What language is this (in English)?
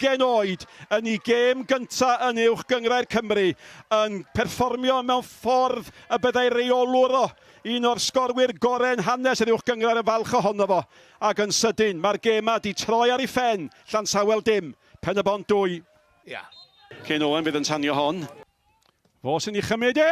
Welsh